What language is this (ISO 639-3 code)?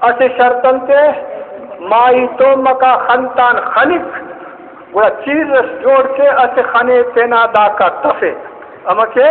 brh